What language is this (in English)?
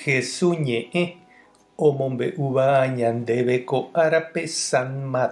Guarani